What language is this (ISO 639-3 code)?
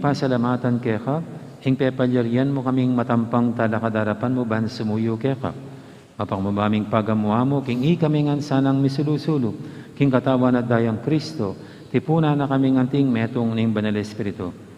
pam